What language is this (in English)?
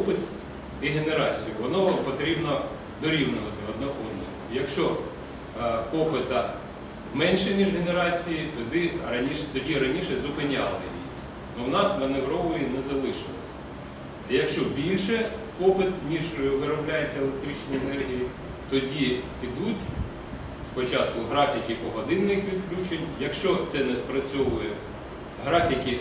Ukrainian